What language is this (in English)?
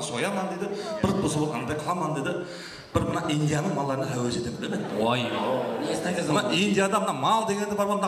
Kara-Kalpak